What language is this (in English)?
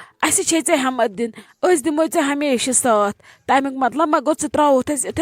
Kashmiri